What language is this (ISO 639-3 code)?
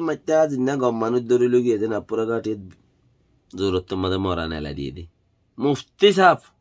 rhg